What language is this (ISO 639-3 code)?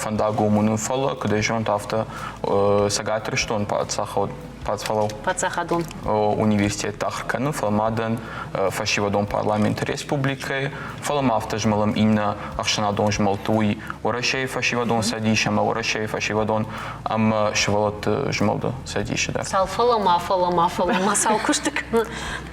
oss